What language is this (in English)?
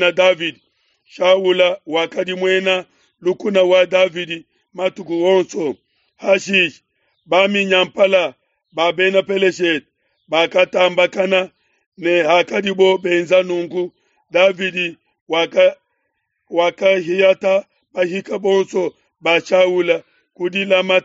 Luba-Lulua